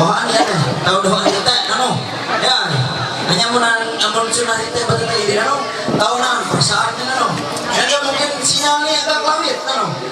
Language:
Ma'anyan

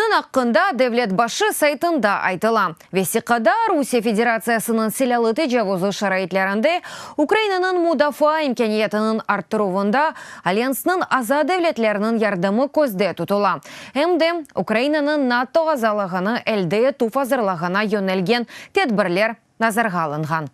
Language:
Crimean Tatar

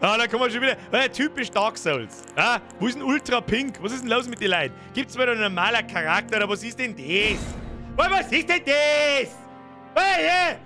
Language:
Bavarian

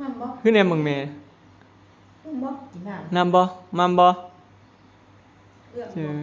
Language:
Northeastern Thai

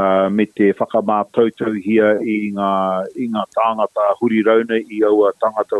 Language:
Māori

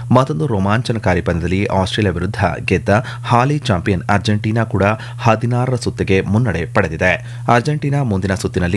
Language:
Kannada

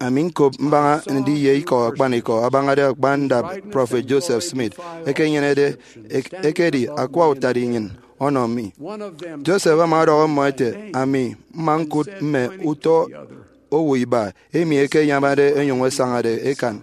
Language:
Efik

